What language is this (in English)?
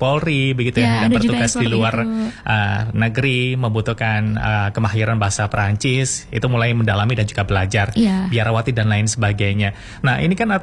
Indonesian